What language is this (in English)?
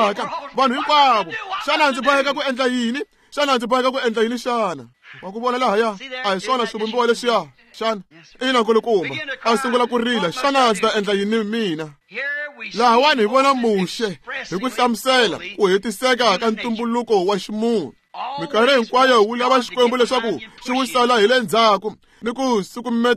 Tsonga